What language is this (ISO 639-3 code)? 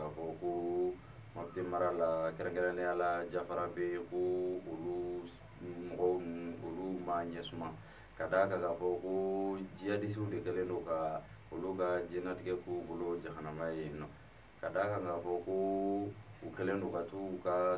bam